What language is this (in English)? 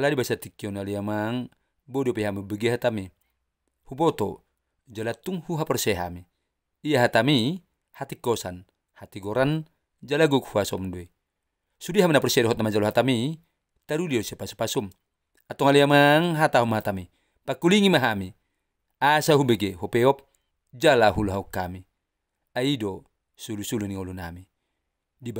Batak Toba